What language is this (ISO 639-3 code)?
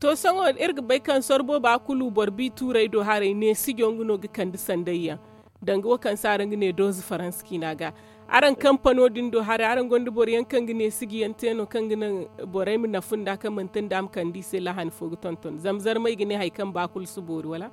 dje